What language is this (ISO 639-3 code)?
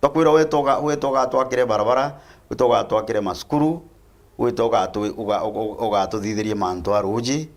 mer